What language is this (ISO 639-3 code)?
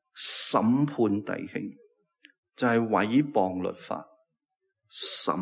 yue